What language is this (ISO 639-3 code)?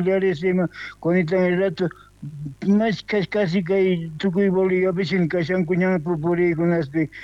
quh